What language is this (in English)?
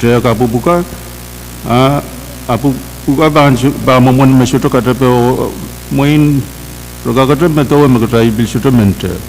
Pohnpeian